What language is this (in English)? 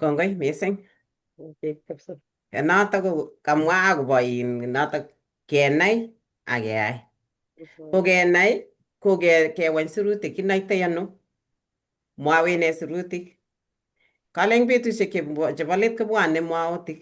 Kalenjin